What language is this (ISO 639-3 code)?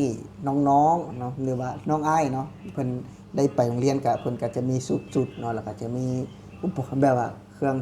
lao